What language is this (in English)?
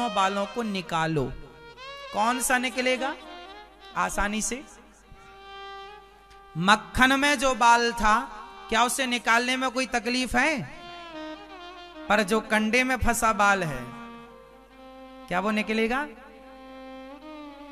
Hindi